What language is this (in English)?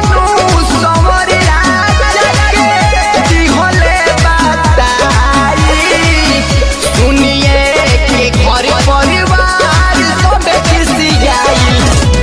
Bhojpuri